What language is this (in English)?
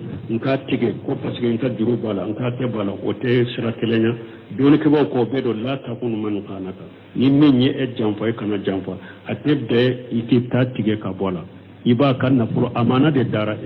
Bambara